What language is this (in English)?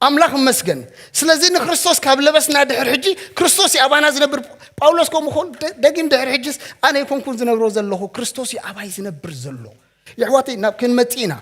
Tigrinya